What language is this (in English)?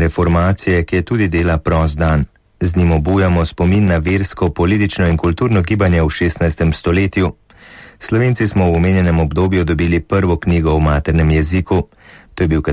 Slovenian